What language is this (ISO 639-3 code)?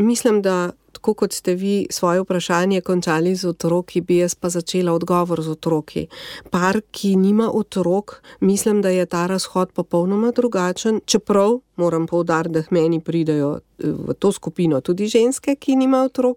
slv